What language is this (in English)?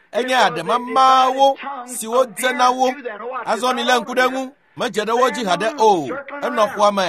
Ewe